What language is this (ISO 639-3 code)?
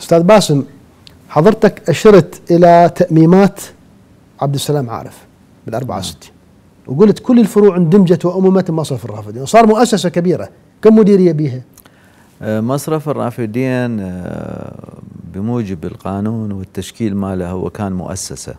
acm